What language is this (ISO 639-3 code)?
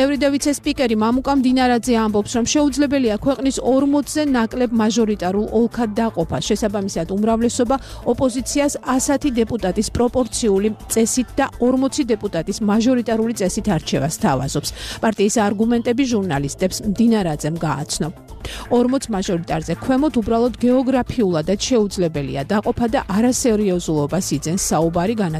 kat